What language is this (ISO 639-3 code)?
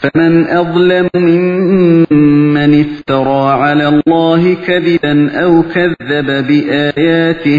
uig